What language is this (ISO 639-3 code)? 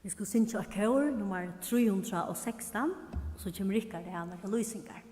fao